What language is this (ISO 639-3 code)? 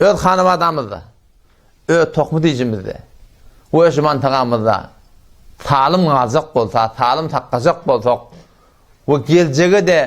tuk